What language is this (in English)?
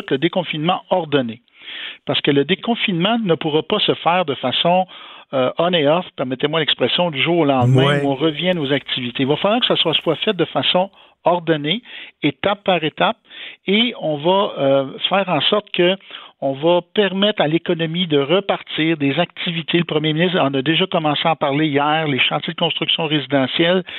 French